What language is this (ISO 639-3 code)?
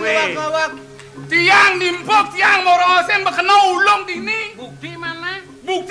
ban